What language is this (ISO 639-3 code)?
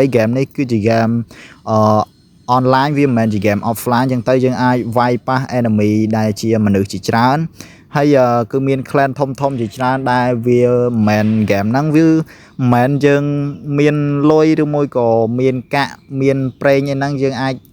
khm